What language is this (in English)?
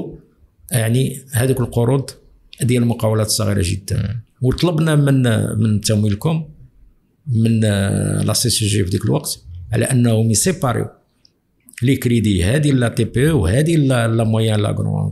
Moroccan Arabic